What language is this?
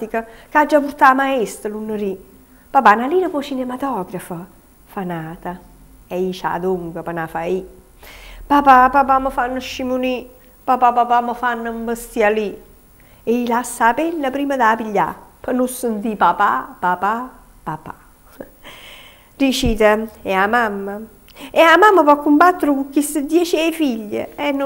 Italian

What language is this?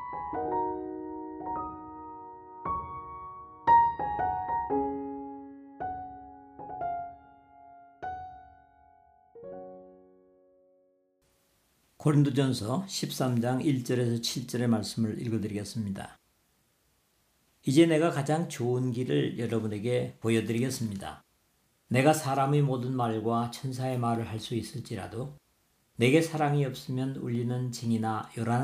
Korean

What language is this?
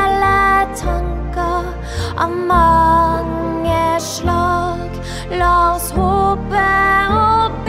Norwegian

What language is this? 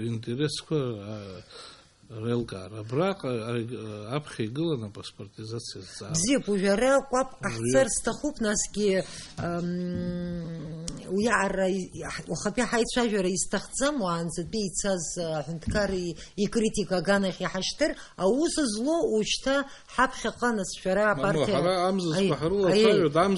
Abkhazian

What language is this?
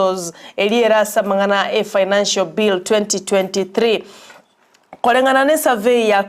Gusii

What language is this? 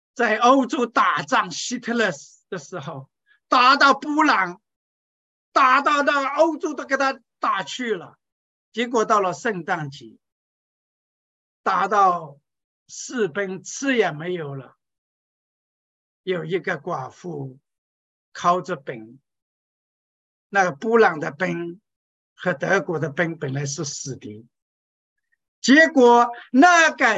Chinese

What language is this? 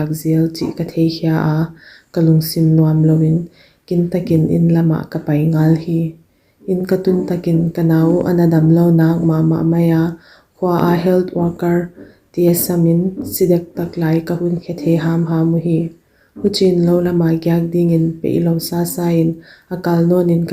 Paite Chin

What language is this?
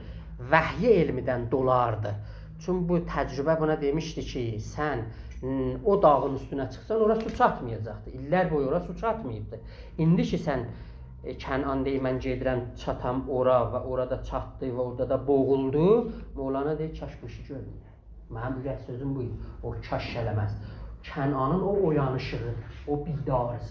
South Azerbaijani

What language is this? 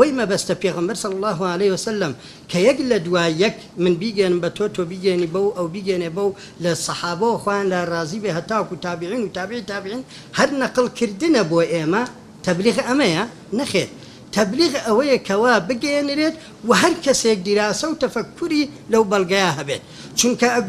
Central Kurdish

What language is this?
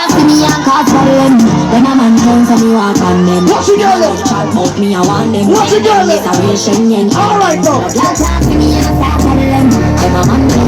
Jamaican Creole English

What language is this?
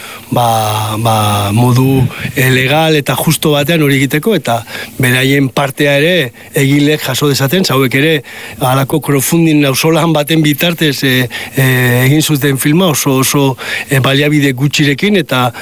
Basque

